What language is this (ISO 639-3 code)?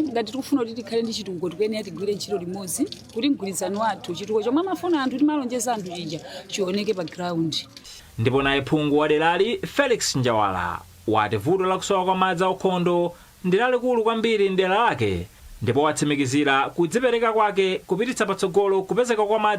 nya